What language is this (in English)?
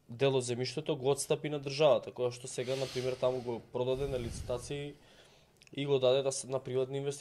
Macedonian